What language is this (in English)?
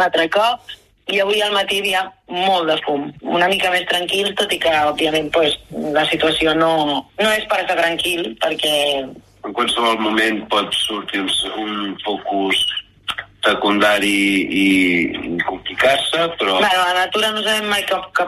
Catalan